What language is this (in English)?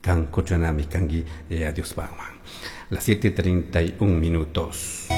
Chimborazo Highland Quichua